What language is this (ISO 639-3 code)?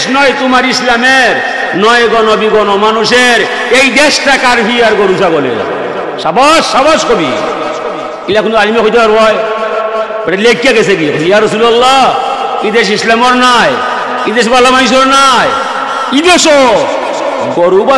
syl